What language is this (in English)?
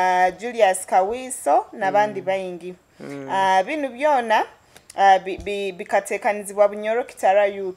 Nyoro